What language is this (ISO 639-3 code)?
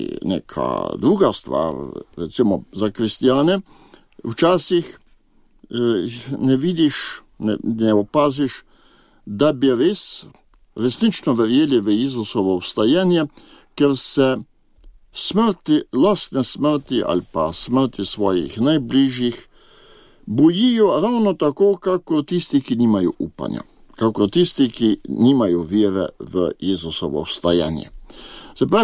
slv